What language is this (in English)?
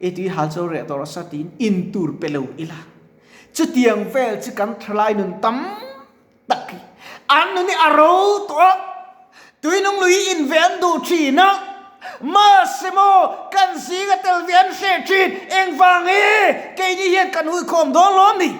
Mizo